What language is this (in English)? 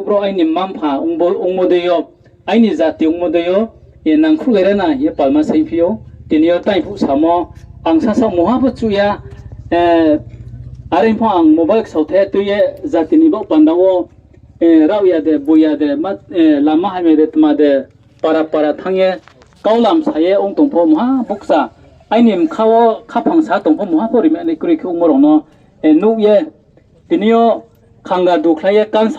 Riang (India)